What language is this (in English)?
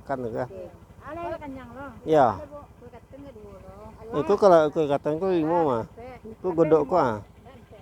Minangkabau